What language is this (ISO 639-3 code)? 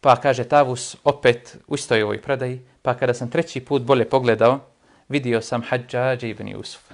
bos